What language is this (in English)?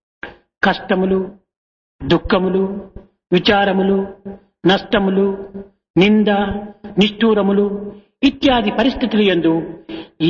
Telugu